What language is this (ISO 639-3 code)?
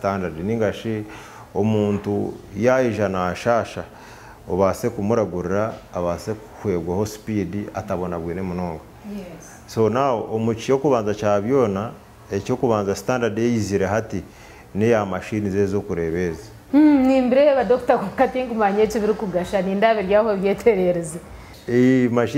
nyn